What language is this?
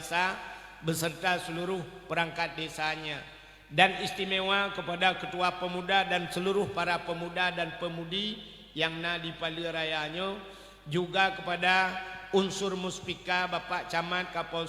Achinese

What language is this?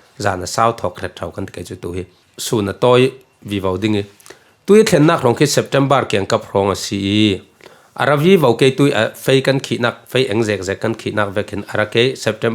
Falam Chin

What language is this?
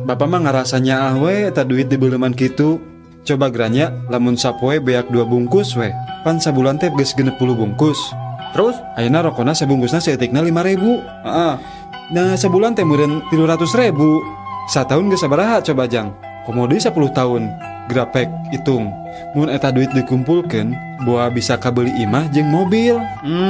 Sundanese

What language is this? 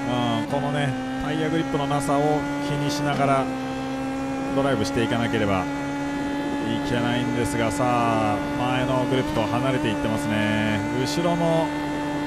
Japanese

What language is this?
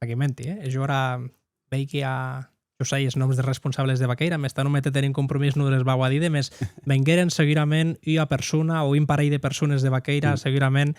Occitan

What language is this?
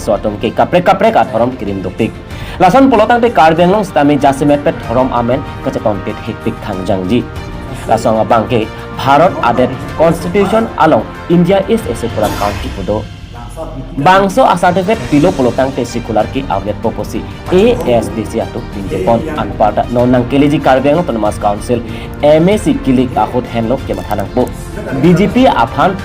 Karbi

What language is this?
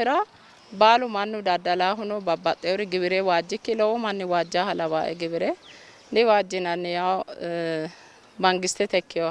Sidamo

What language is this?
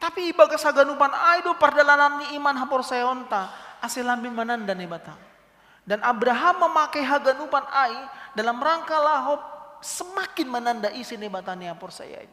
Batak Simalungun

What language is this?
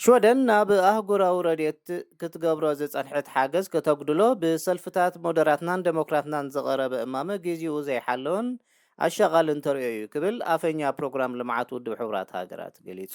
Tigrinya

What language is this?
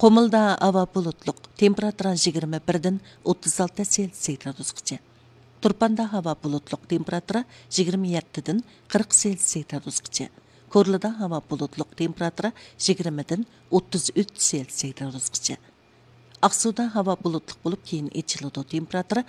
Uyghur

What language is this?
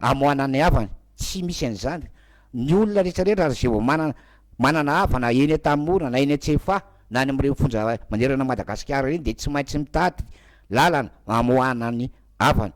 Malagasy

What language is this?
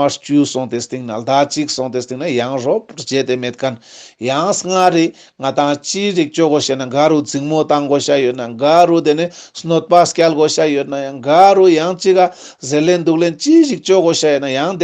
Ladakhi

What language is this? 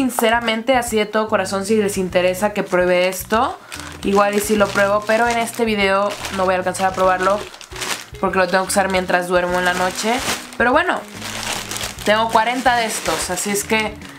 Spanish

